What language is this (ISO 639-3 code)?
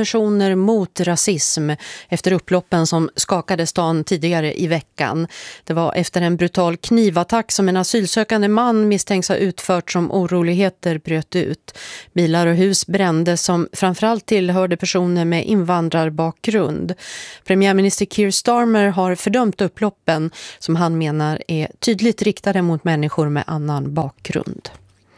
swe